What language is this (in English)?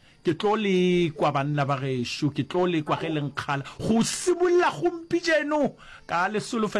Northern Sotho